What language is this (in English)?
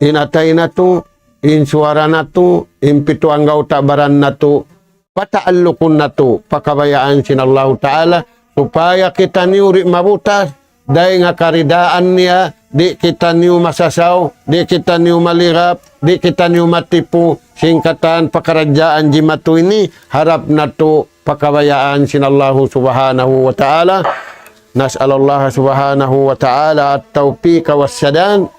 Tausug